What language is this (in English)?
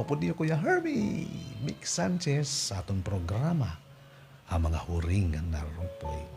Waray